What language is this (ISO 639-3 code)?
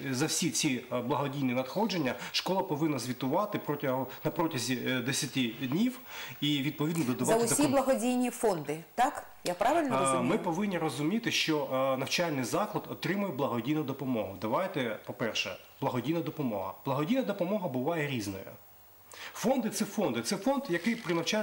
ukr